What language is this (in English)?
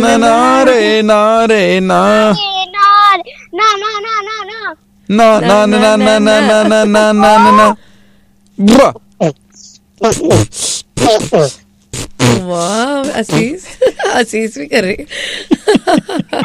Punjabi